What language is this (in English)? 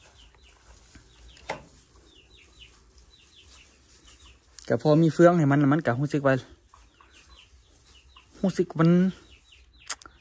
Thai